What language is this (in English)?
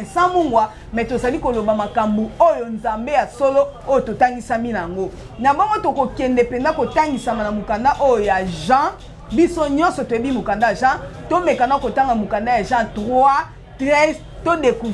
Lingala